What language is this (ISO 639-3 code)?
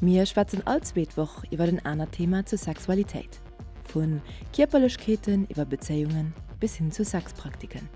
ltz